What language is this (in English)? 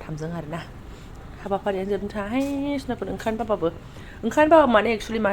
Bodo